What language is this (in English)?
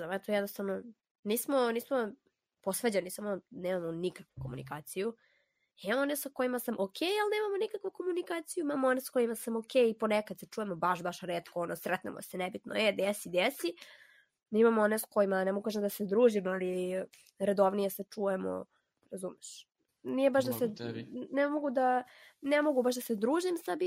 Serbian